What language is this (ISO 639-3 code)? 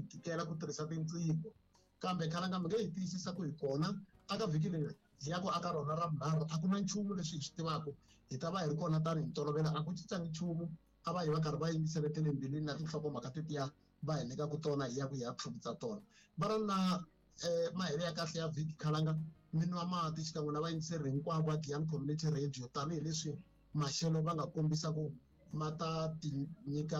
tso